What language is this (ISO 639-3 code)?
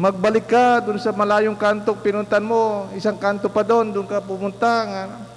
pam